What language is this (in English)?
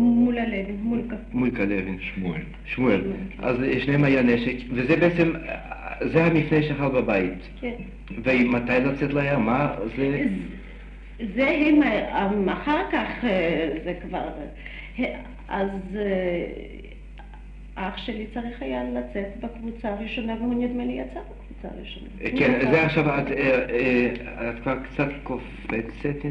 Hebrew